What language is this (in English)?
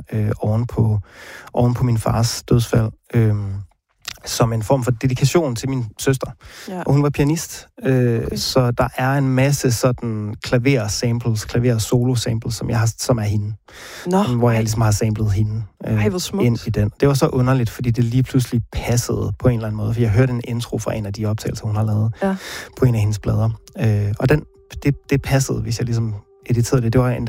Danish